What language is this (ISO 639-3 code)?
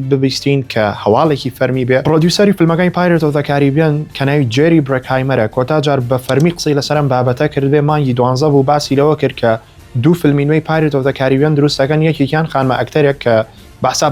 ckb